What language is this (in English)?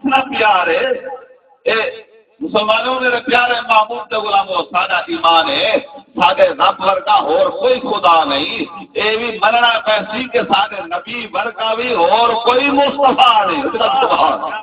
Saraiki